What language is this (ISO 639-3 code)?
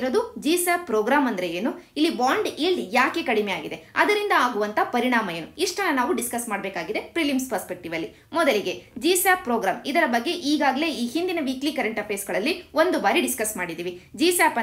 kan